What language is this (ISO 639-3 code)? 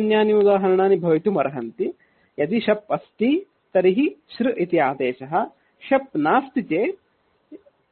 san